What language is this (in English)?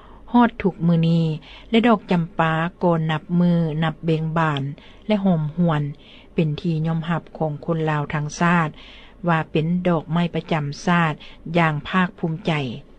Lao